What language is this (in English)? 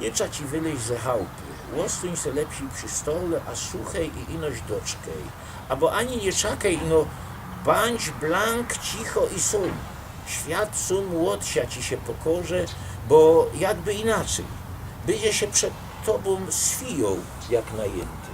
Silesian